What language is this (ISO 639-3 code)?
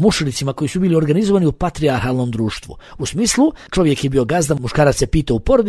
bos